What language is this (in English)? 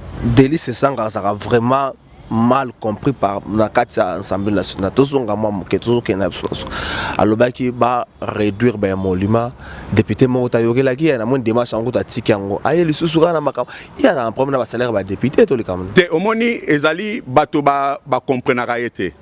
Lingala